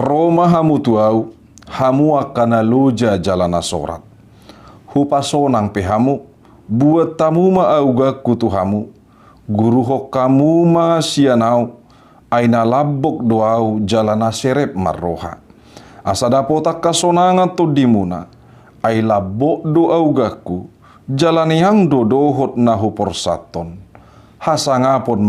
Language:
Batak Toba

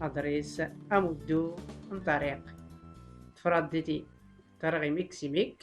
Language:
Tachelhit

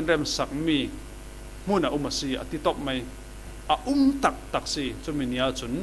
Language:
Falam Chin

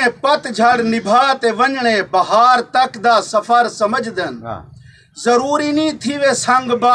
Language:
Saraiki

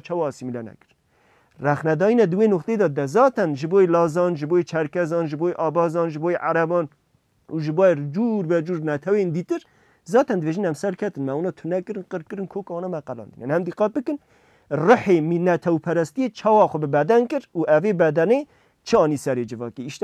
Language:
Kurdish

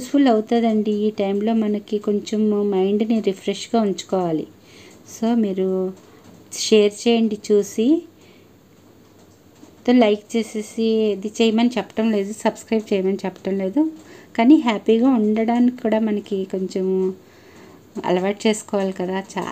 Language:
Telugu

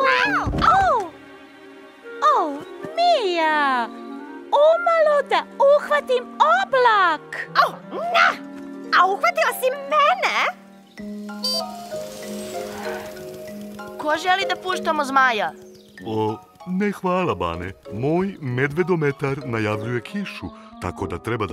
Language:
Serbian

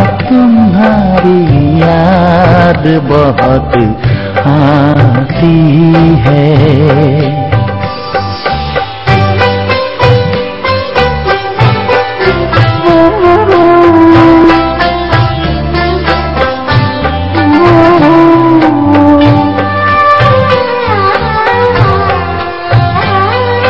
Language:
Hindi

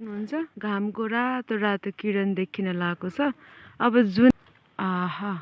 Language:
Nepali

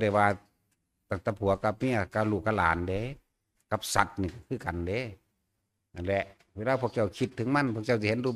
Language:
Northeastern Thai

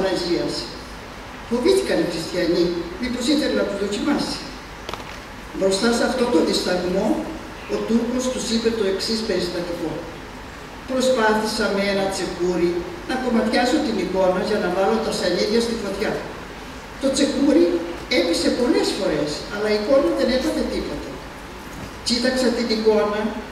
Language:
Greek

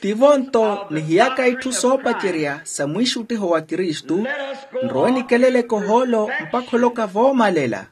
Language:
Makhuwa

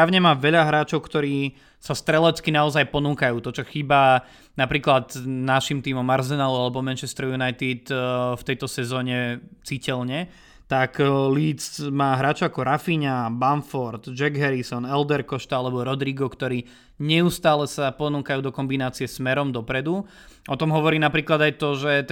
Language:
Slovak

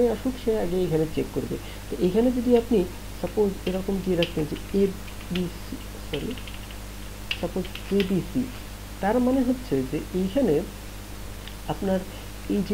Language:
Bangla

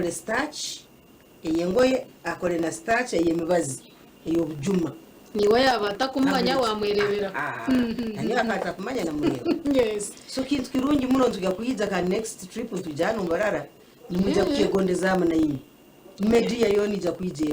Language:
Nyankole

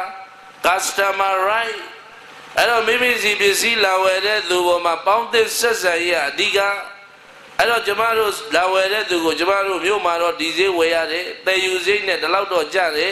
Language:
Burmese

